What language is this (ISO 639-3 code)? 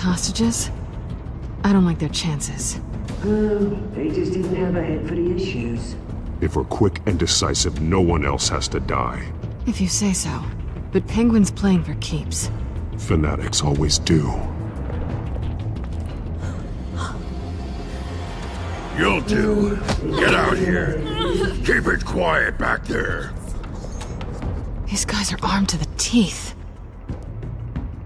eng